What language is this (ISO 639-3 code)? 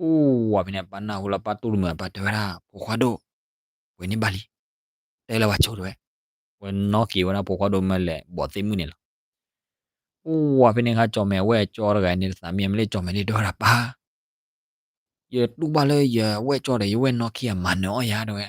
ksw